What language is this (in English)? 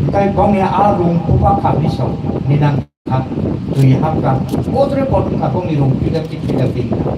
Kok Borok